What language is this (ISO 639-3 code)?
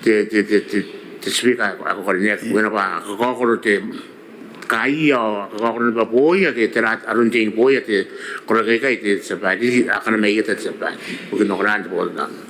gil